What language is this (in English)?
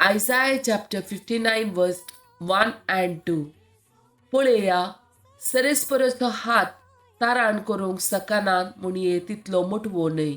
Konkani